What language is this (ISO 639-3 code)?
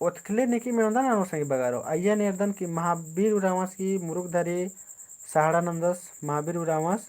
kru